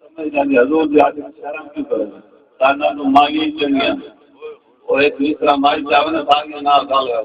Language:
Saraiki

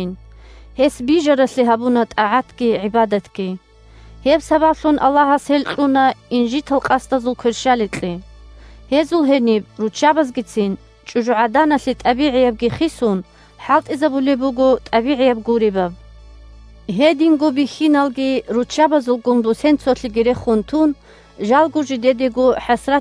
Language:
Avaric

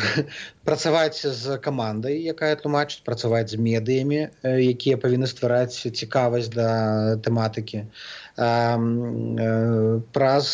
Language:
Belarusian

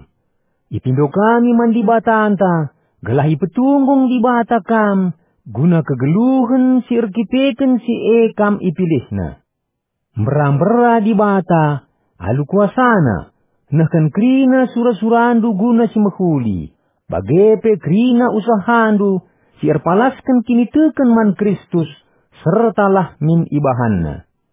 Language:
Batak Karo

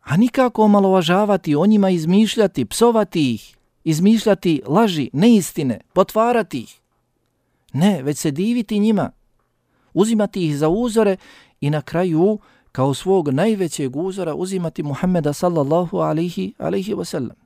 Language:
Bosnian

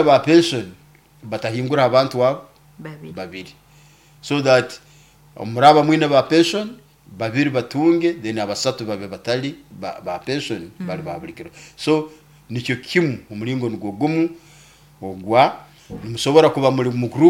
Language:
Nyoro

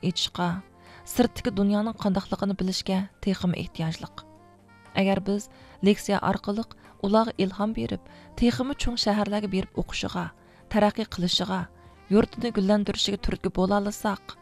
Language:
Uyghur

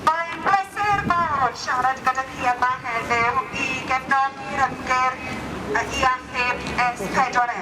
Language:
Welsh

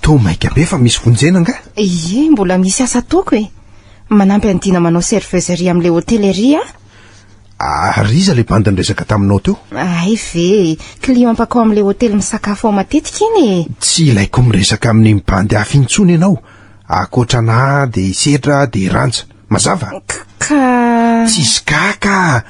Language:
Malagasy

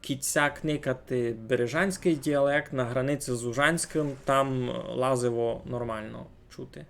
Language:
Rusyn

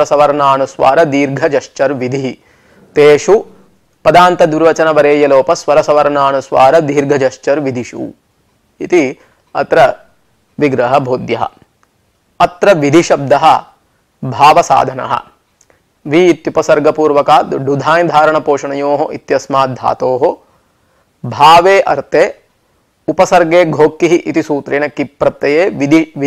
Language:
Sanskrit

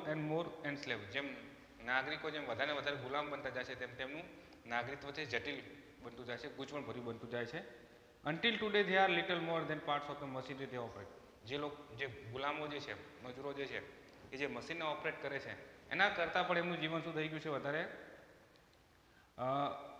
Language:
Gujarati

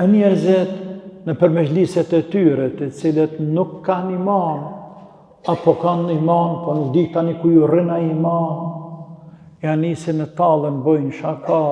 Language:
Albanian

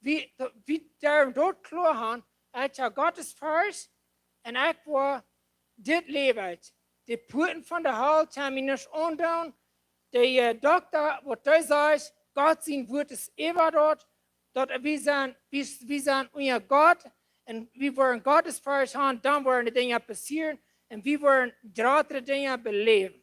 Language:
Plautdietsch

